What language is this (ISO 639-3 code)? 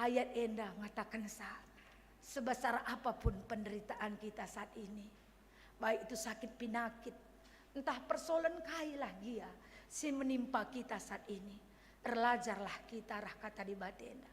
btx